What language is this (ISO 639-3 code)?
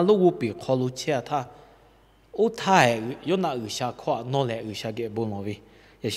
lhu